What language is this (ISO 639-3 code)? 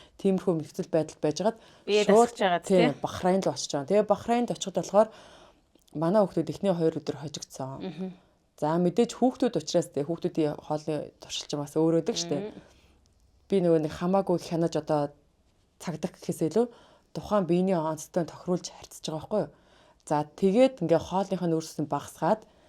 mon